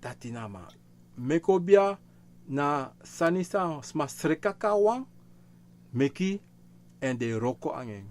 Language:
Sranan Tongo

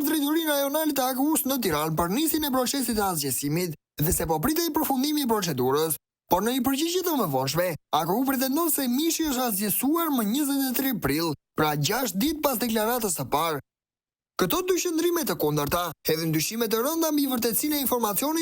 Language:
Albanian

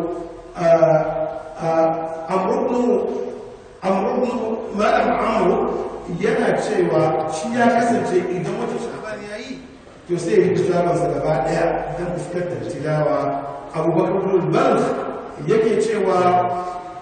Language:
Hausa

